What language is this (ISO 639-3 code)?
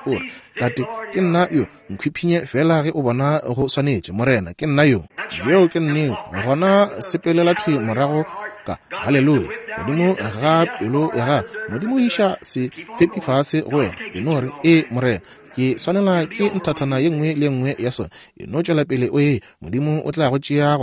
nso